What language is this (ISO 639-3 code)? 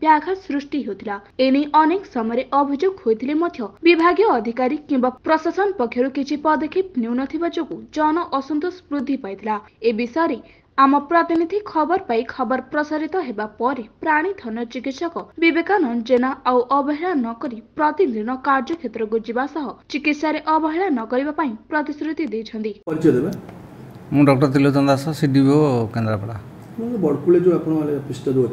ori